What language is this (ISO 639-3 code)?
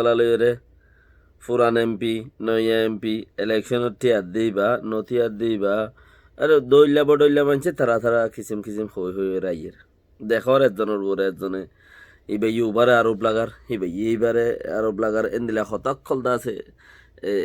rhg